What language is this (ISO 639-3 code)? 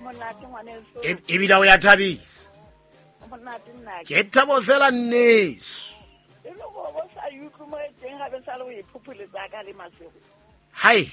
sot